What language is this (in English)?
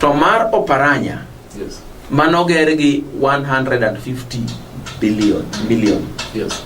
Luo (Kenya and Tanzania)